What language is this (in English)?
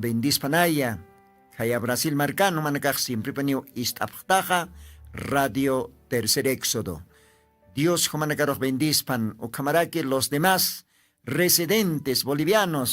Aymara